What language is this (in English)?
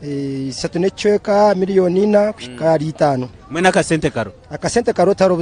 Nyankole